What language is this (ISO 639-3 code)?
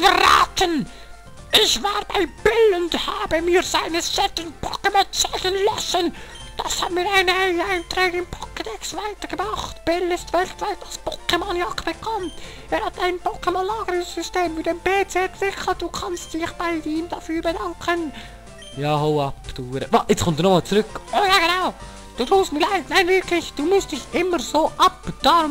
gsw